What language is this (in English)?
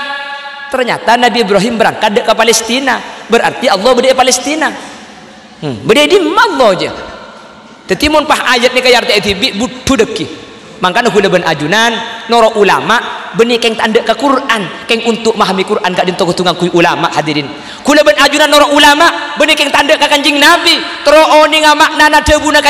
Madurese